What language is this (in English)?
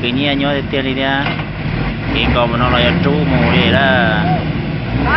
Hmong